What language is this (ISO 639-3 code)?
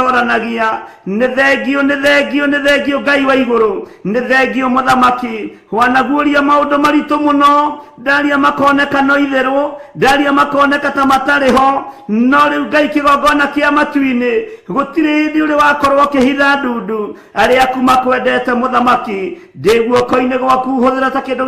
kik